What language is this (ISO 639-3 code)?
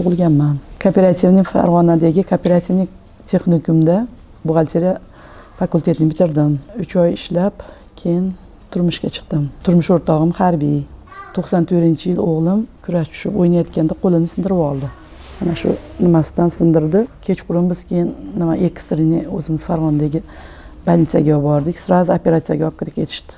uzb